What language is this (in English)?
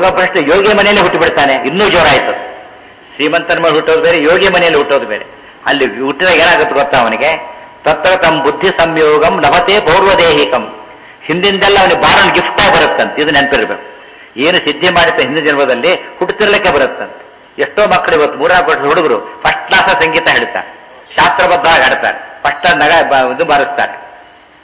Kannada